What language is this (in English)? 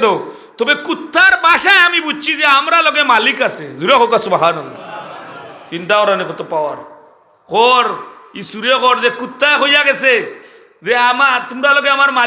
Sylheti